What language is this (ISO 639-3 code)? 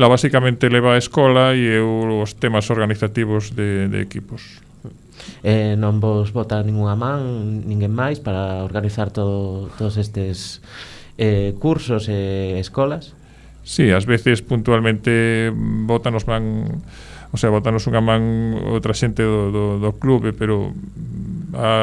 glg